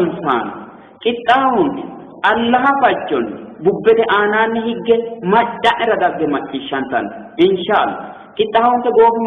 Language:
Sidamo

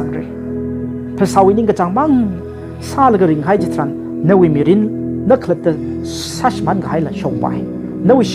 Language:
Tangkhul Naga (India)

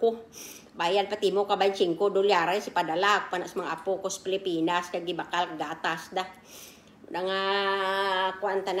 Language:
Kinaray-a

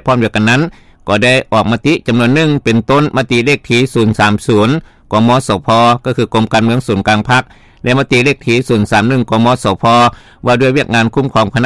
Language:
Lao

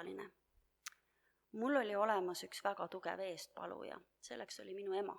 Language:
Estonian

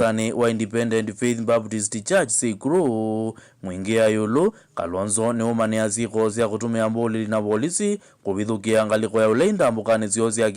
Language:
Kamba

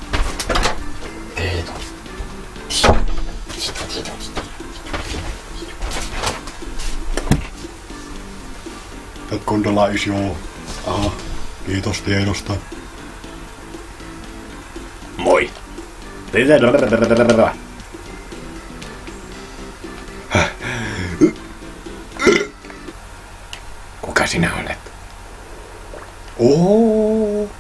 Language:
Finnish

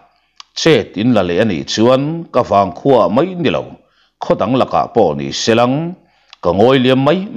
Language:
Mizo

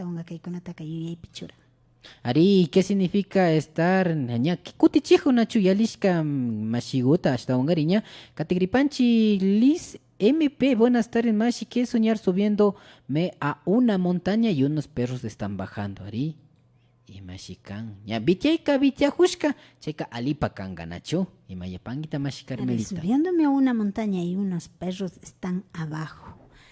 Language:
Imbabura Highland Quichua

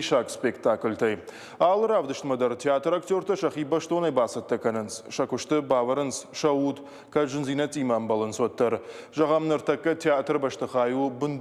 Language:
Ossetic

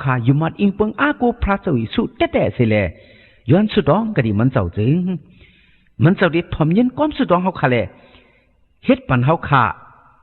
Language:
Shan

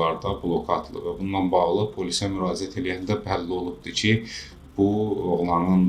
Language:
Azerbaijani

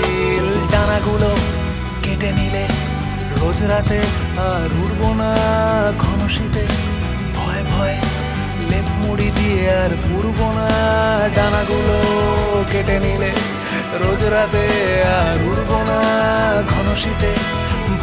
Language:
Bangla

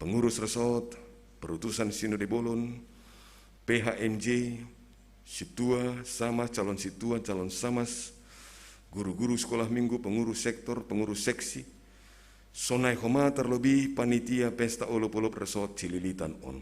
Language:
Batak Simalungun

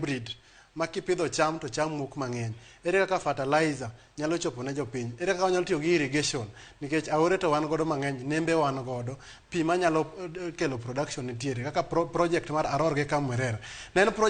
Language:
Luo (Kenya and Tanzania)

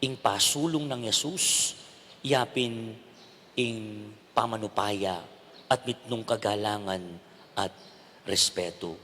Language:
Pampanga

